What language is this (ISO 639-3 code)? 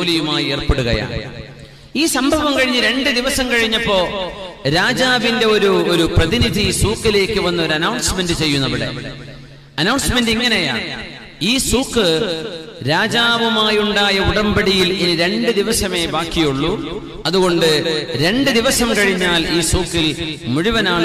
mal